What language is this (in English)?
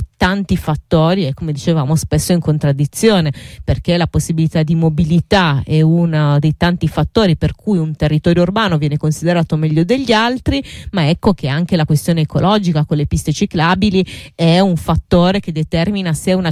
Italian